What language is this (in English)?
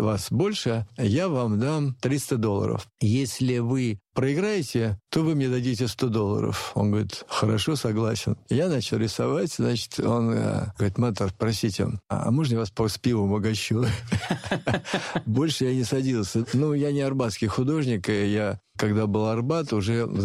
Russian